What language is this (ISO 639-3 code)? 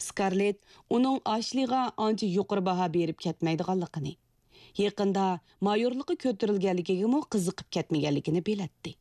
uig